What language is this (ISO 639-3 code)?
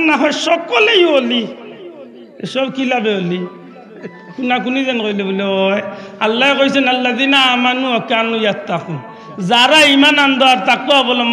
syl